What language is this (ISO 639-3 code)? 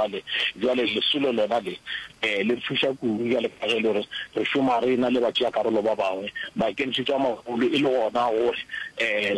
nso